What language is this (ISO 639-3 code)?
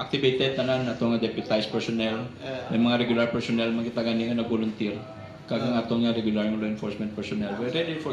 hil